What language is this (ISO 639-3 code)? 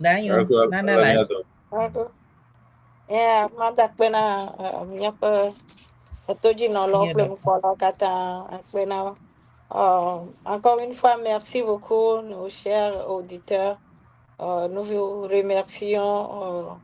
ewe